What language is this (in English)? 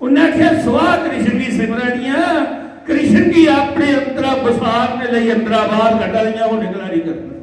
Dogri